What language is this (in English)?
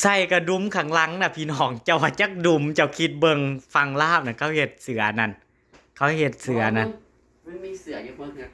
Northeastern Thai